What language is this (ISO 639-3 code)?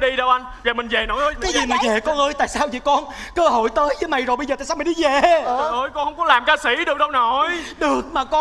vie